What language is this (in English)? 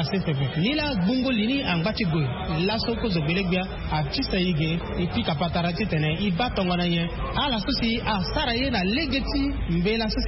Sango